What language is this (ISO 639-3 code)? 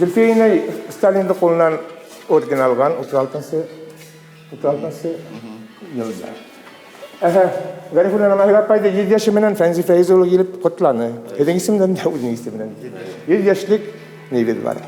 bak